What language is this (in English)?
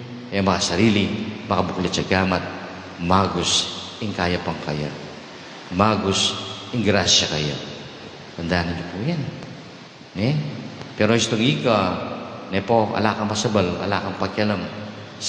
Pampanga